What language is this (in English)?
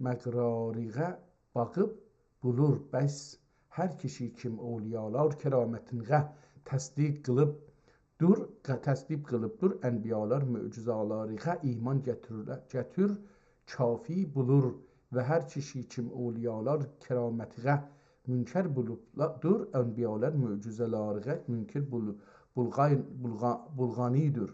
South Azerbaijani